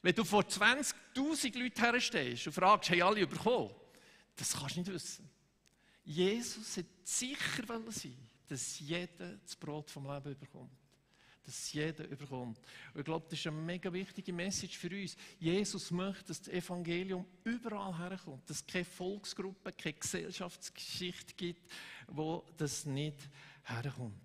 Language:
Swiss German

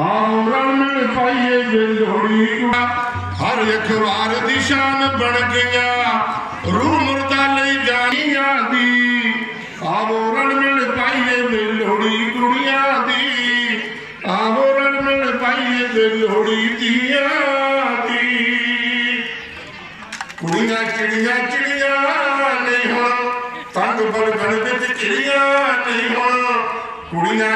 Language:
Punjabi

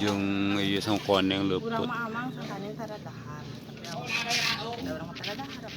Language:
Sundanese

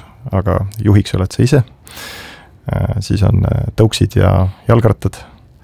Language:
Estonian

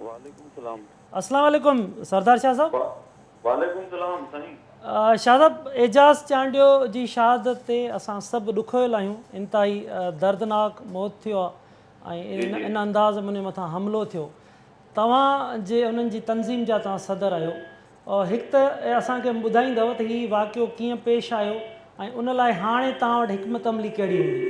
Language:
Sindhi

